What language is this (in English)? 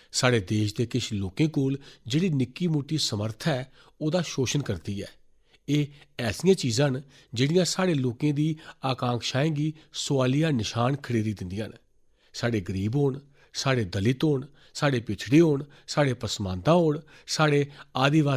Dogri